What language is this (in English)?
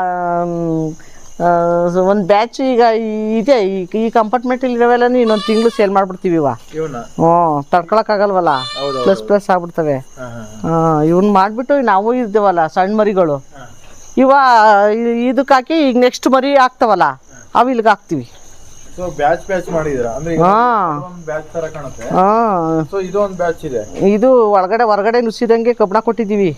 Kannada